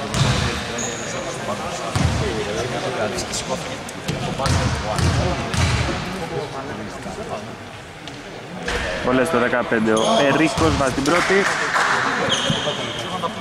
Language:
Greek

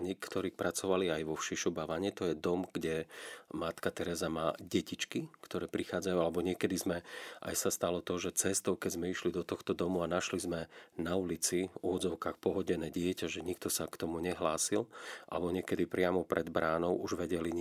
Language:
Slovak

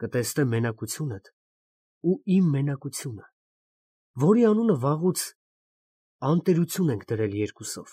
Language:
Armenian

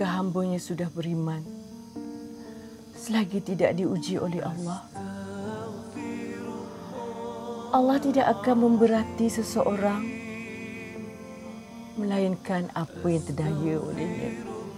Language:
Malay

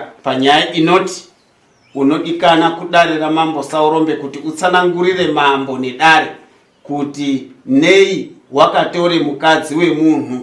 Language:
Shona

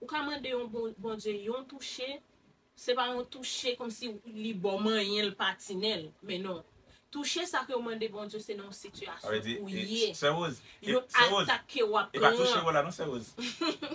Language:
Haitian Creole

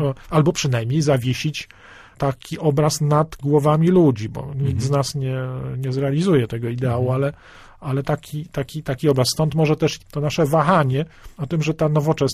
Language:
Polish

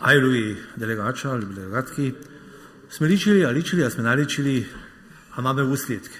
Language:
Upper Sorbian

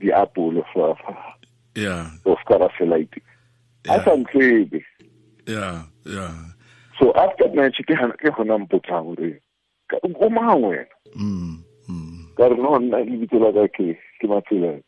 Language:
Tswana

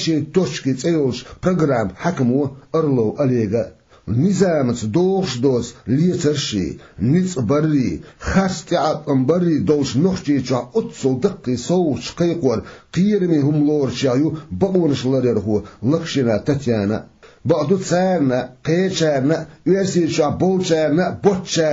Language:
Chechen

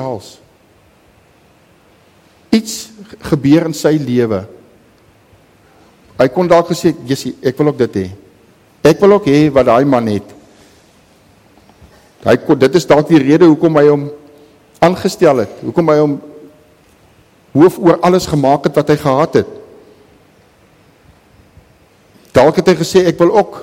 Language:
Afrikaans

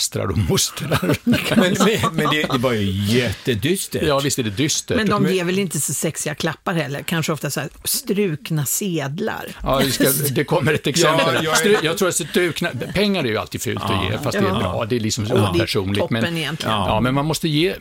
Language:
Swedish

